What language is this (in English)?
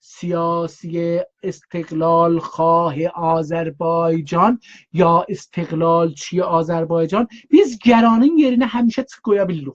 South Azerbaijani